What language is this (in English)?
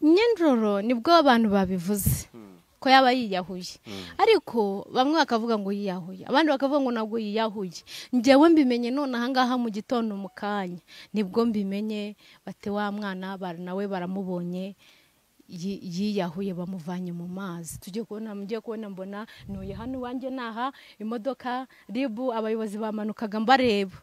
Kinyarwanda